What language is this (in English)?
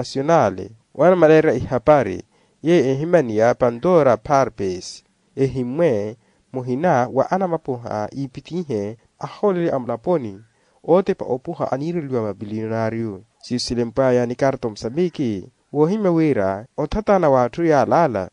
Makhuwa